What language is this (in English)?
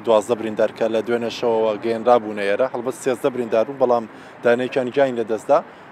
Central Kurdish